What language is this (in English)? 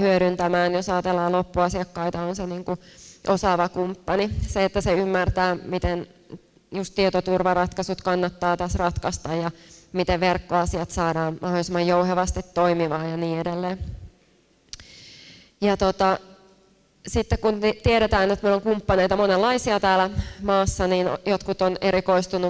Finnish